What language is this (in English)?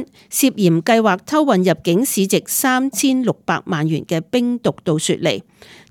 Cantonese